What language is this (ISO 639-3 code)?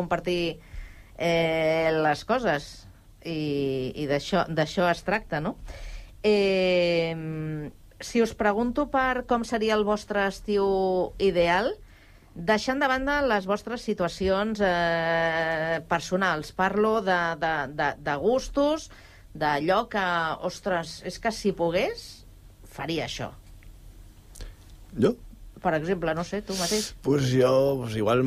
cat